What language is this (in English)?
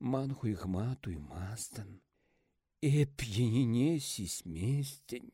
Chuvash